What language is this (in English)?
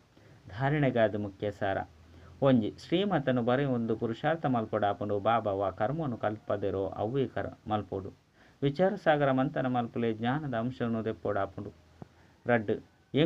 Tulu